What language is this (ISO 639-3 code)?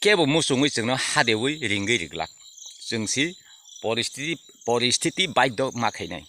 trp